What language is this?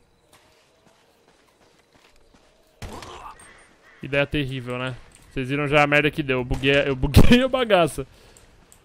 Portuguese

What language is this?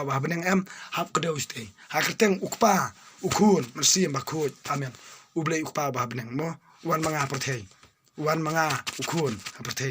Khasi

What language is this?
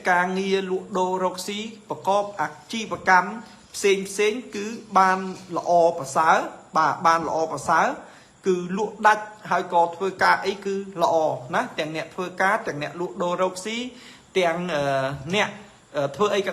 Khmer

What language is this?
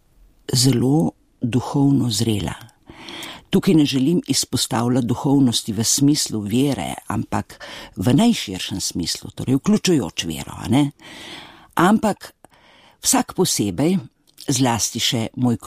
Slovenian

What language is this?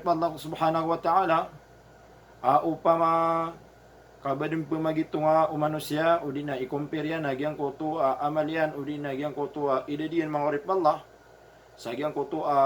Maranao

